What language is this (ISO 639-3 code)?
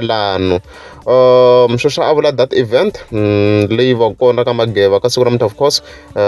tso